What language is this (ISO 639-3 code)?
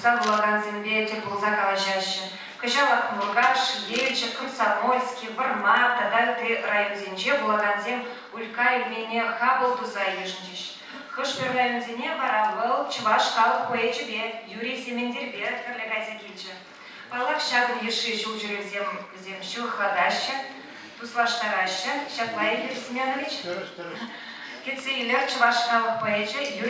chv